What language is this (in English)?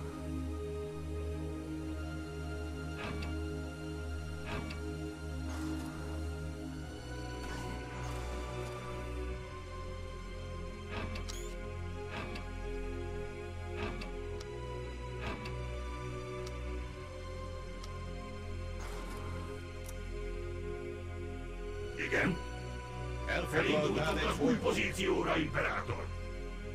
Hungarian